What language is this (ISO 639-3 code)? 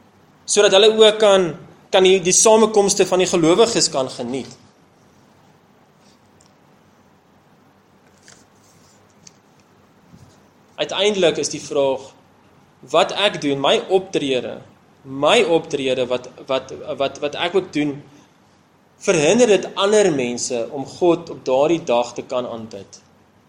afr